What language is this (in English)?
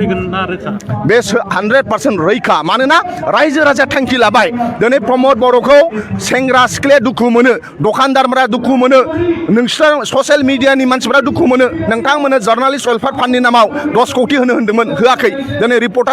Bodo